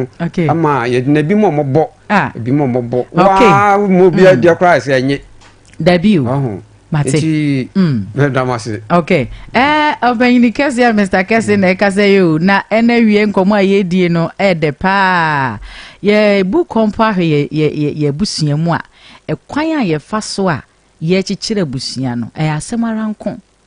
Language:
Akan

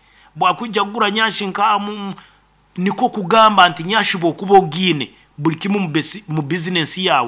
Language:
Nyoro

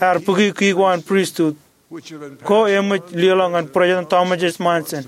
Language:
Marshallese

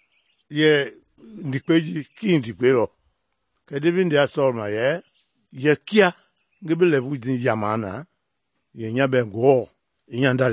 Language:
Mende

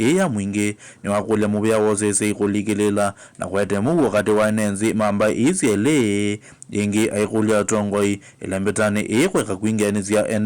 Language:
Kamba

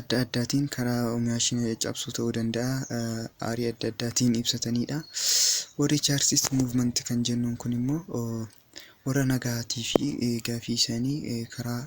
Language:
Oromo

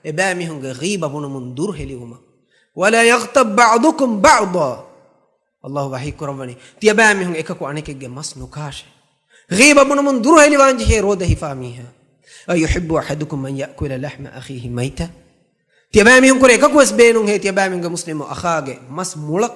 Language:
Divehi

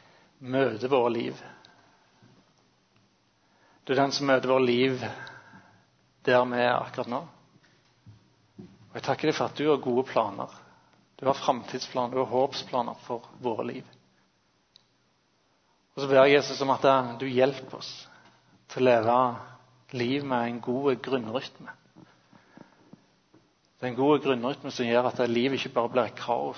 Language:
Norwegian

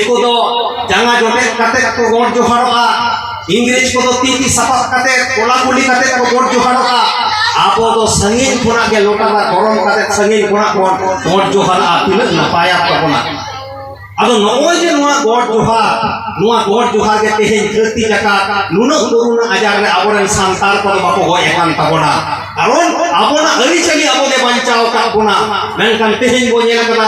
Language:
Santali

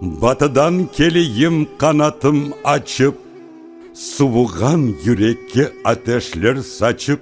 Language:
Crimean Tatar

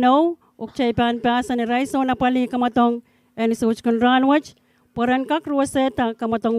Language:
Pohnpeian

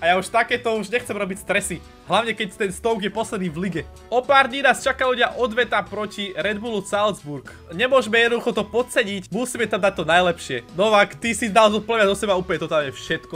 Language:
Slovak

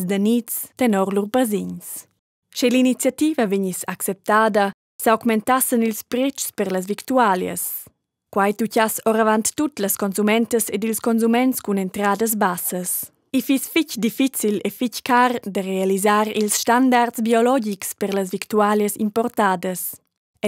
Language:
Romansh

